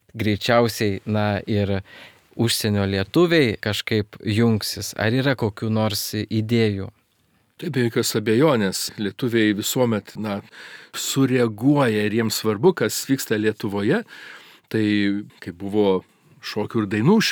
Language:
Lithuanian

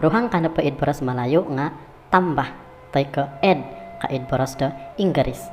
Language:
Central Dusun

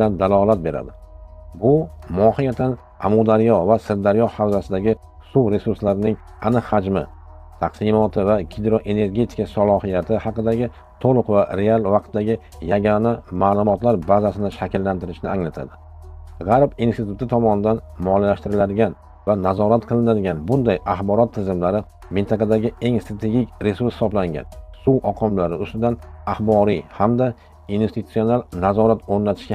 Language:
Uzbek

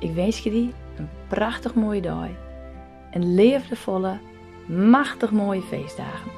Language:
Western Frisian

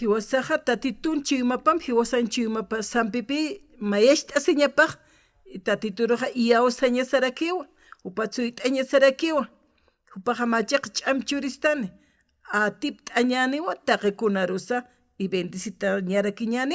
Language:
Aymara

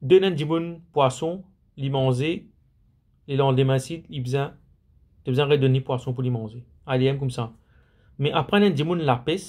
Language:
Morisyen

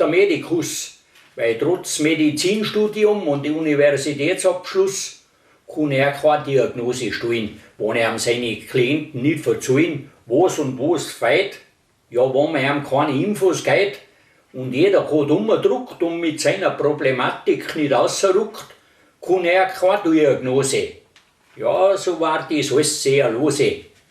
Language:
Bavarian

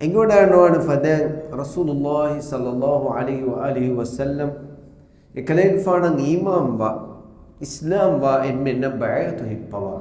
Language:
Divehi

